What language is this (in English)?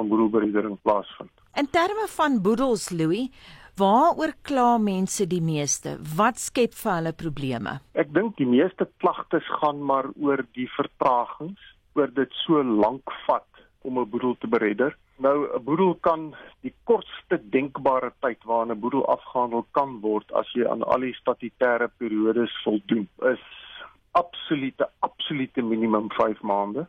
Afrikaans